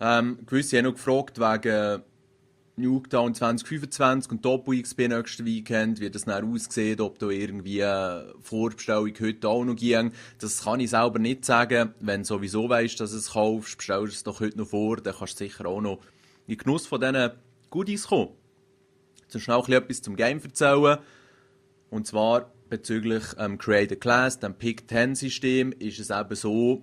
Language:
Swiss German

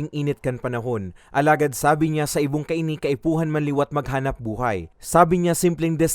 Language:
Bikol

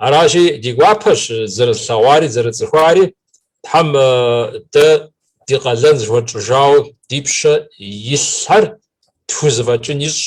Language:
Kabardian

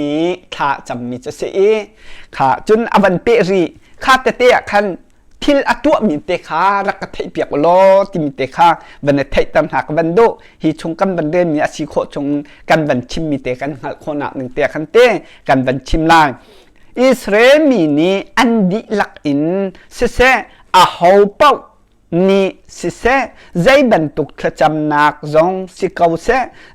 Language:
Hakha Chin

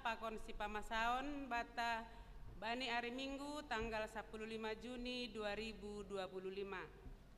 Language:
Batak Simalungun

